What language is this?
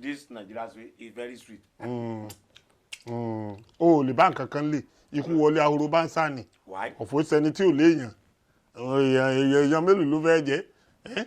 Yoruba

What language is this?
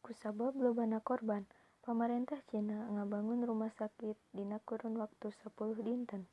Sundanese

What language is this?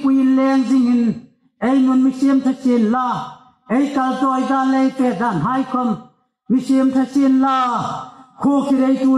Hmar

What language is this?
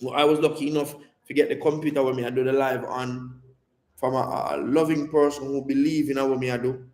Jamaican Creole English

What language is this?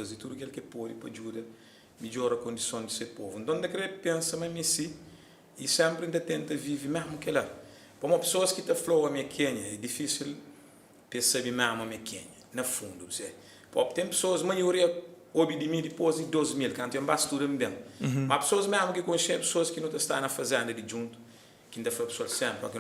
Kabuverdianu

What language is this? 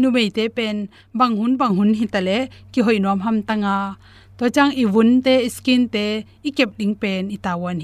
Tedim Chin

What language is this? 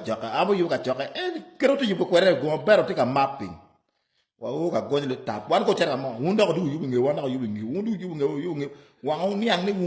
Acoli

